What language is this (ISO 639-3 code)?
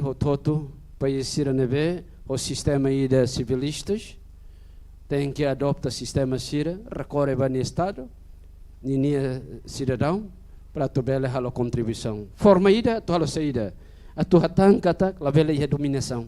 tet